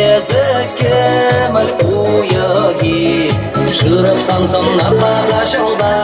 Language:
Chuvash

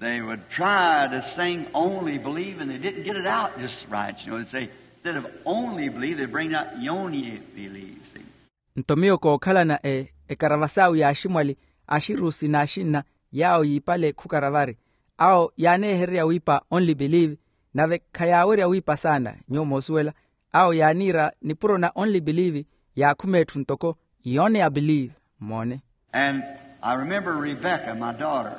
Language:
Makhuwa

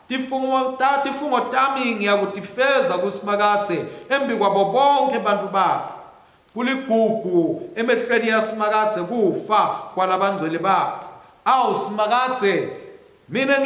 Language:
Swati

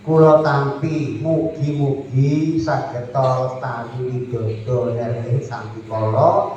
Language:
Javanese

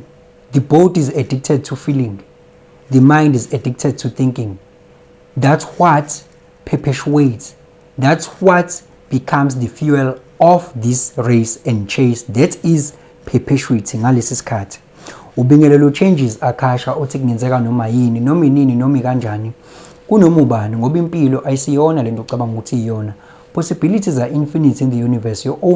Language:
Zulu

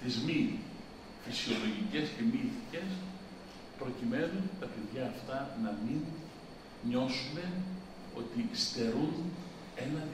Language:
Greek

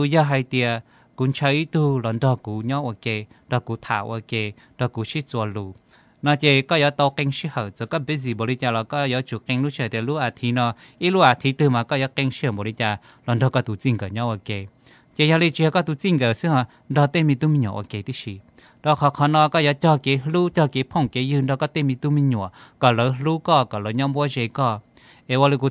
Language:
Hmong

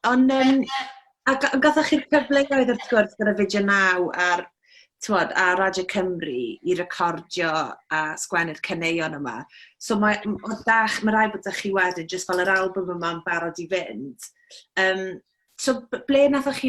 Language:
Welsh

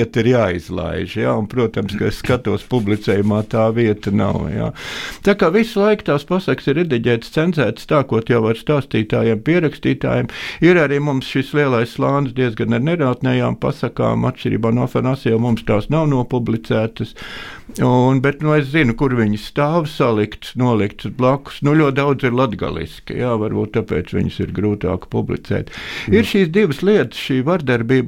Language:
Latvian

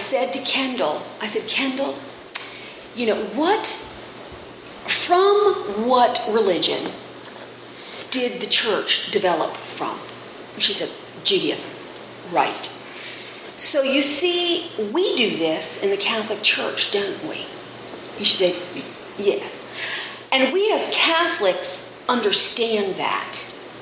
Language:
English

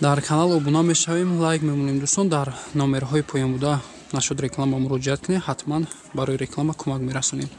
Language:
Tajik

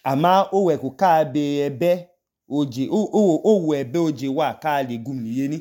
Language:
Idoma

